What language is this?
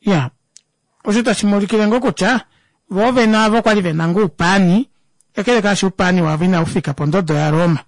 Kuanyama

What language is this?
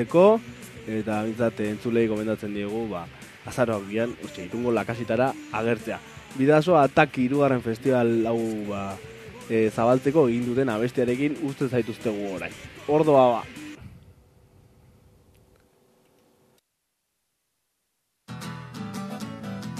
Basque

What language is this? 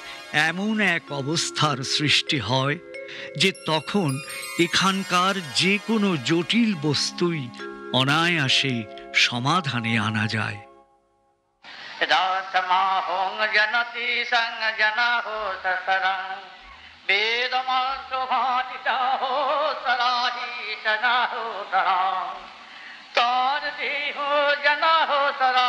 Bangla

